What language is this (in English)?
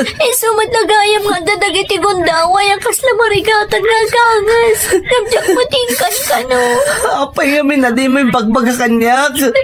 Iloko